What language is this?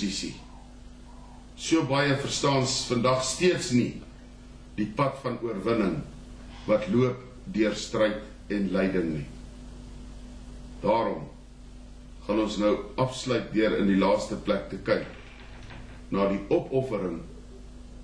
Afrikaans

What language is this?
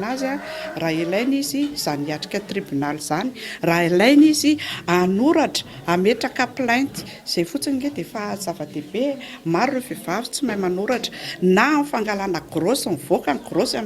Malagasy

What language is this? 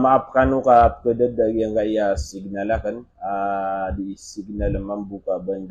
Maranao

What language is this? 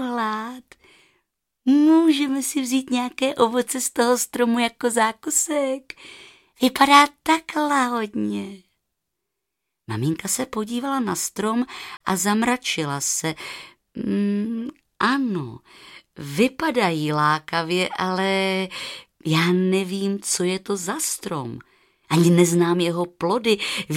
Czech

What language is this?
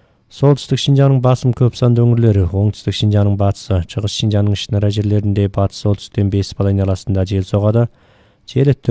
Kyrgyz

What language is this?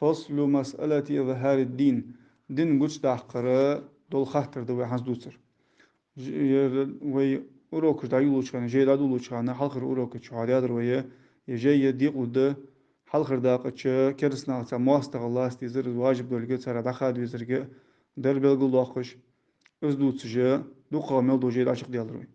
Ingush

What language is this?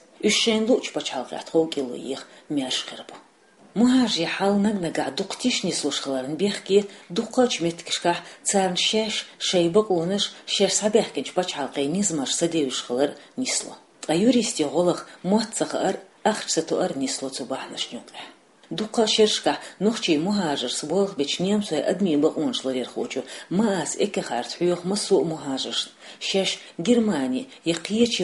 Chechen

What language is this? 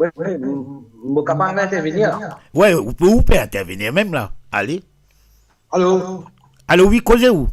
Morisyen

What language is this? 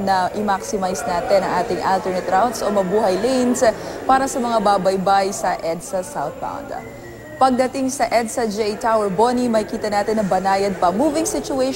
Filipino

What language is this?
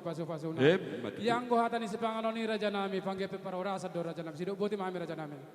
Batak Toba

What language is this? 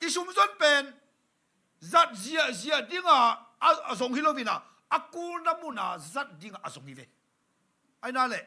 Tedim Chin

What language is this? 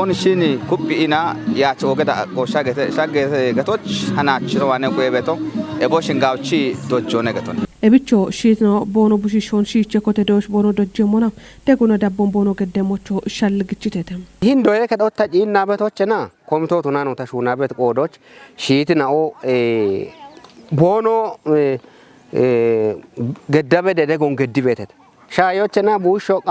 Kafa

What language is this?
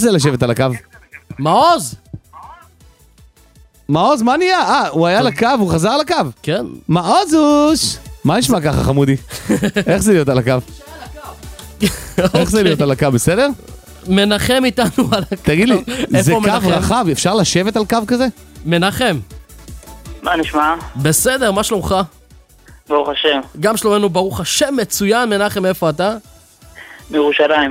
Hebrew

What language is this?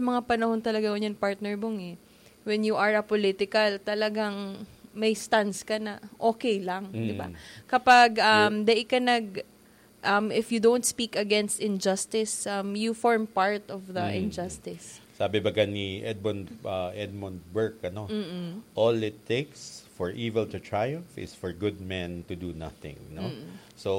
Bikol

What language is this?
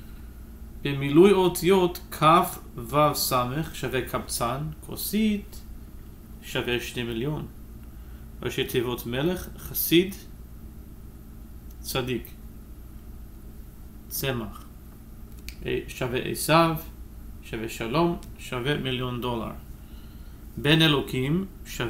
Hebrew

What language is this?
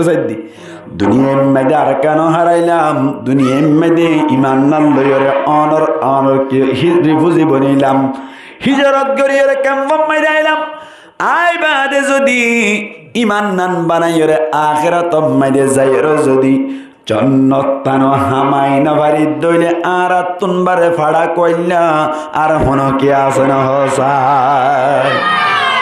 Rohingya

